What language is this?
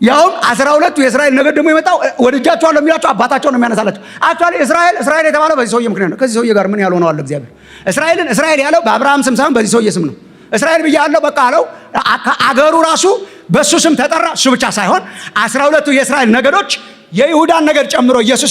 Amharic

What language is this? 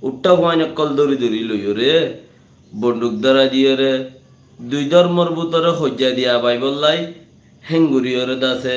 Rohingya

